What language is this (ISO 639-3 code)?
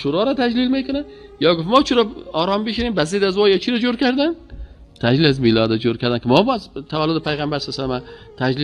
fas